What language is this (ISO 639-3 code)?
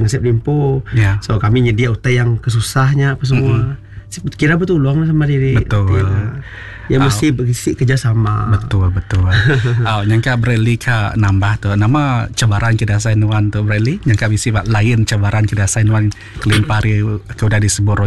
iba